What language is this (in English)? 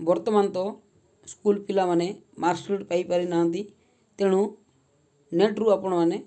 Odia